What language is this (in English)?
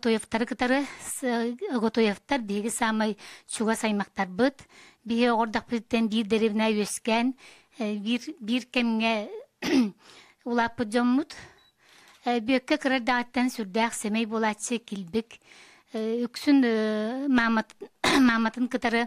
Yakut